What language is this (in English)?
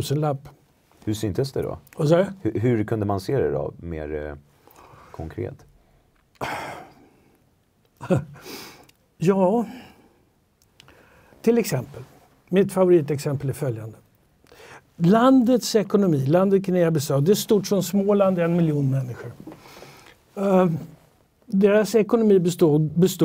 Swedish